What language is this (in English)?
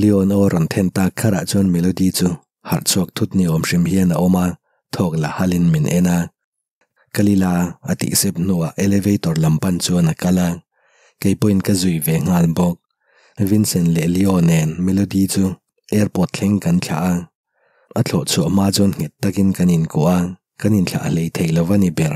Mizo